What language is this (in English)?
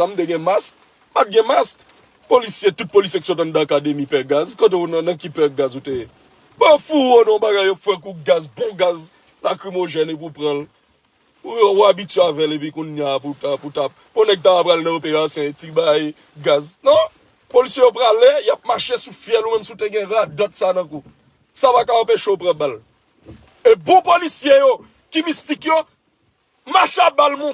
Haitian Creole